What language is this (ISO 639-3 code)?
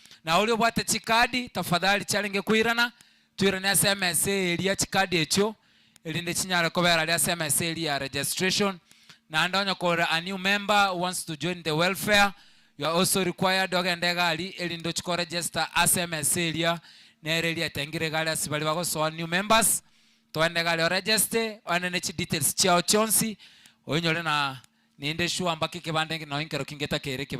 guz